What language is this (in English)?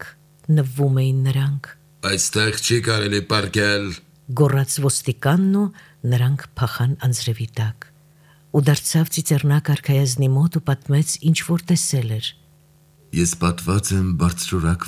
Armenian